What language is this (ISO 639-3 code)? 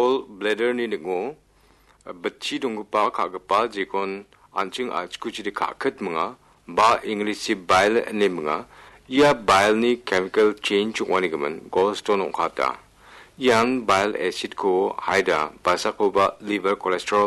grt